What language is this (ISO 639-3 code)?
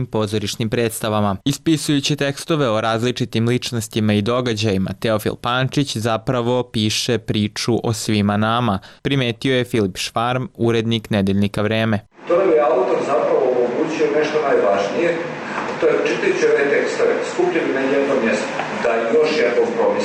srp